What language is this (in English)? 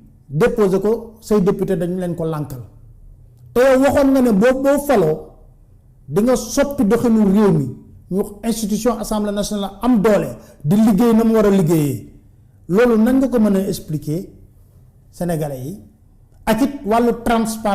Wolof